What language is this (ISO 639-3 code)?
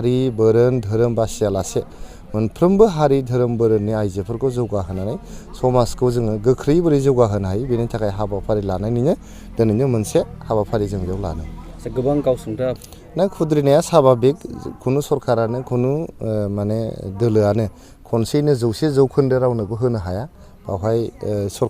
brx